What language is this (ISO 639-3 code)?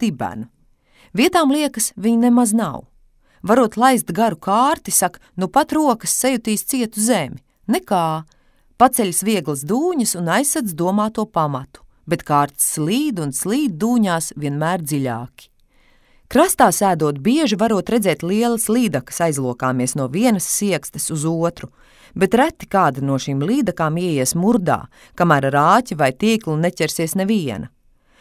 lav